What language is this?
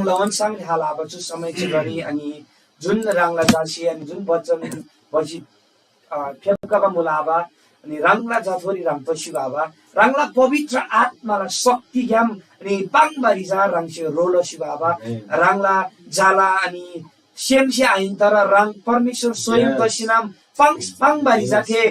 Eastern Tamang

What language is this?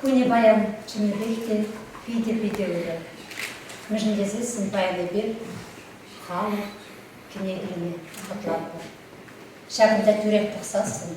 Chuvash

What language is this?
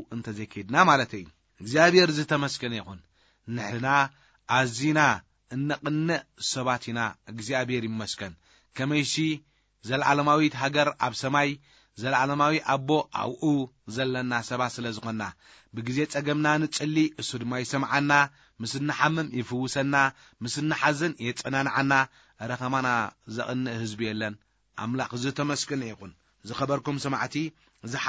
Tigrinya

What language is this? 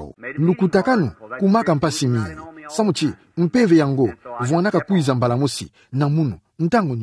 Kituba (Democratic Republic of Congo)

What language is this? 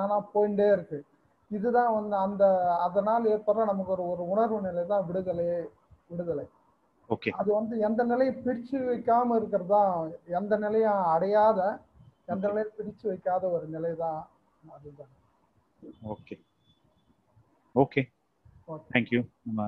Tamil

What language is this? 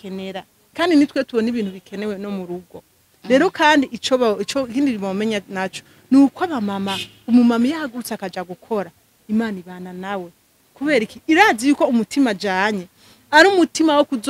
Rundi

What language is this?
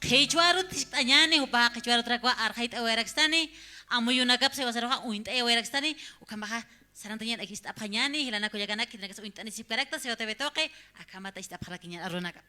Aymara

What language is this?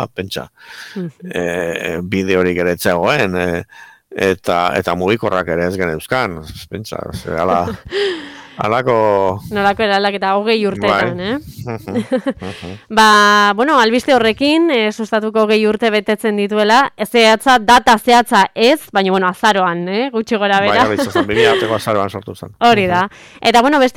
Basque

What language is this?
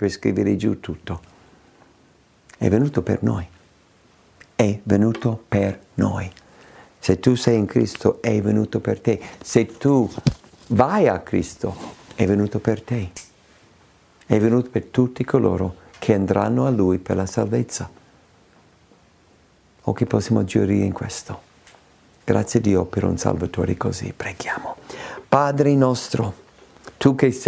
Italian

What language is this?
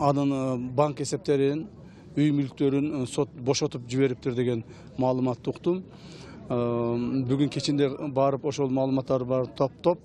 Kyrgyz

